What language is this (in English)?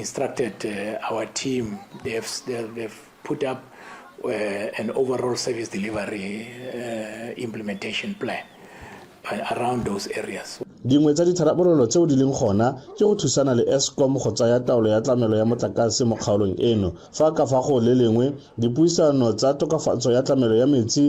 Tswana